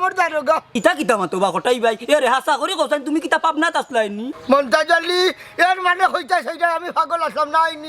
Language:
Sylheti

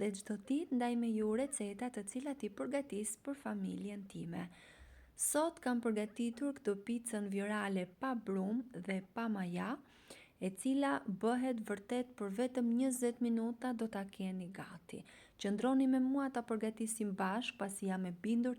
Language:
Albanian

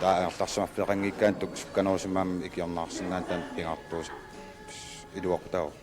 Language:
Kalaallisut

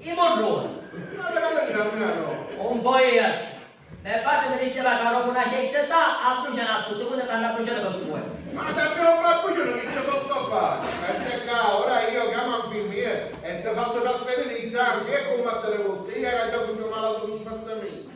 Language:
Sicilian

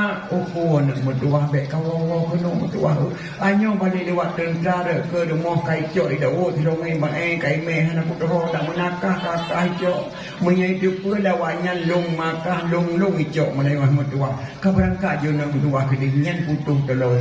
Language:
Achinese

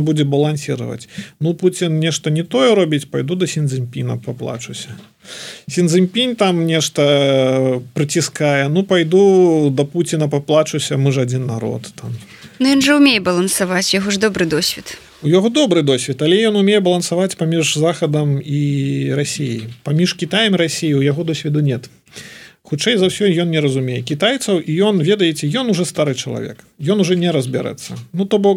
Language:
Belarusian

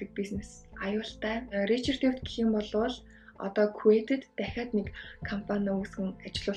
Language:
Mongolian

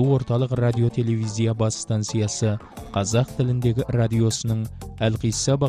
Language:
Kazakh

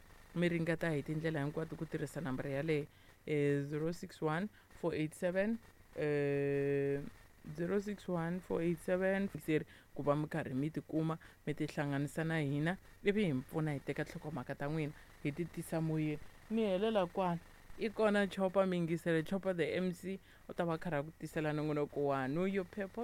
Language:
Tsonga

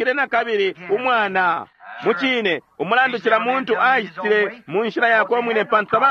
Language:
Bemba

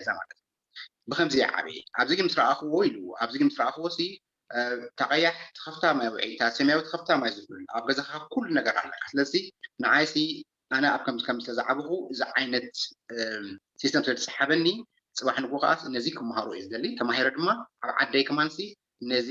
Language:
Tigrinya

